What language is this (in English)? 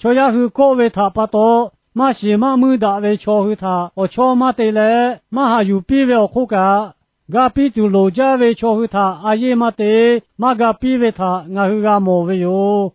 Lahu